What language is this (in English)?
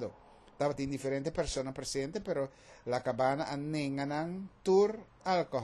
Papiamento